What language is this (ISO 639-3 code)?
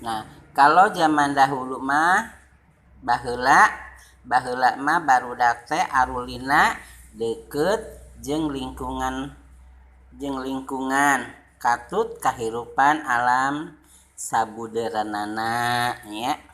sun